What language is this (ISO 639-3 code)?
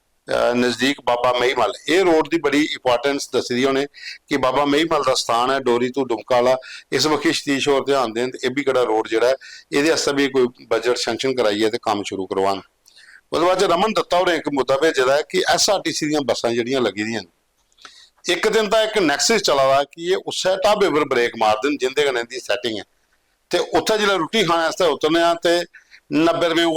doi